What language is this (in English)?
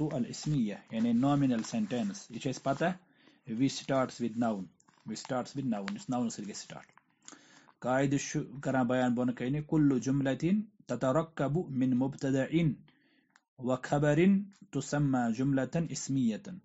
Kashmiri